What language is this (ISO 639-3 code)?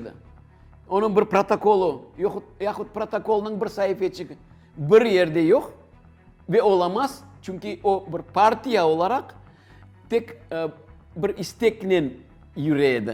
crh